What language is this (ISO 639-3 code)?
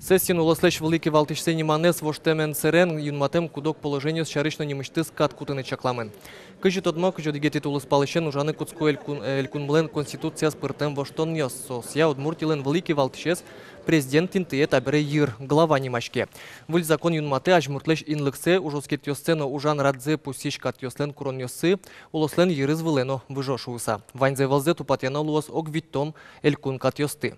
udm